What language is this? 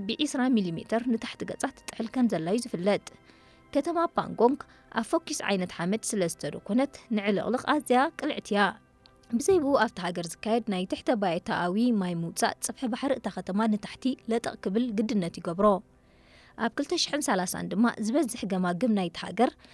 Tigrinya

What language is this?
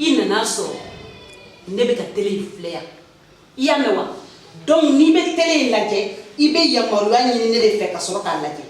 Bambara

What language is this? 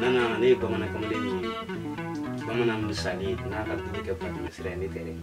Bambara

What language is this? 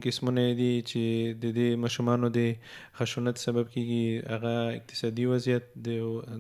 Pashto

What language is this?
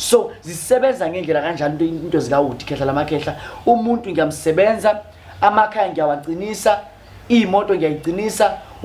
Zulu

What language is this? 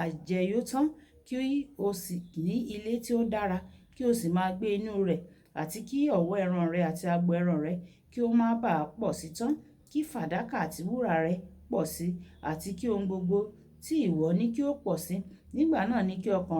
Yoruba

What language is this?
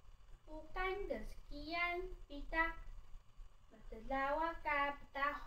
Taroko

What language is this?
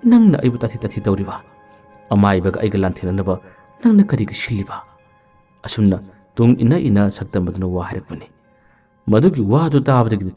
Manipuri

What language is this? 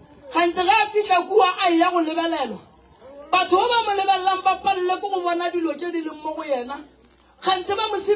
Northern Sotho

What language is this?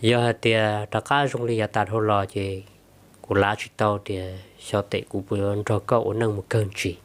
Hmong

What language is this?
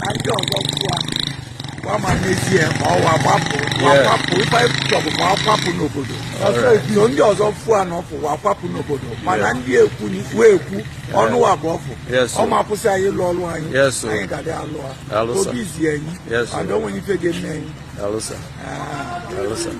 Igbo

